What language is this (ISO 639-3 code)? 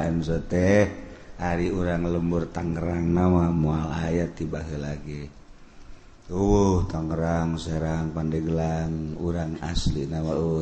sun